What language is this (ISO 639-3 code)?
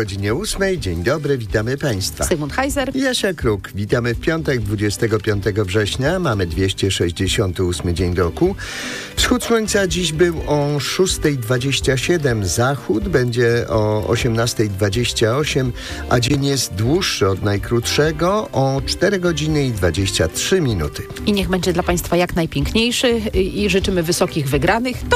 pol